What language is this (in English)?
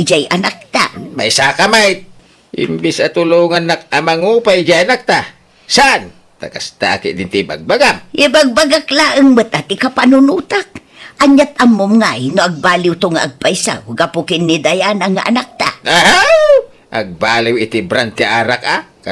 Iloko